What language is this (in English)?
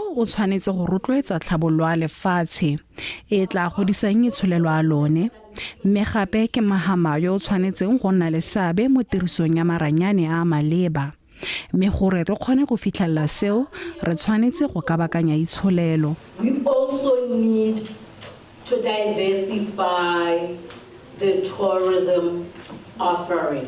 Tswana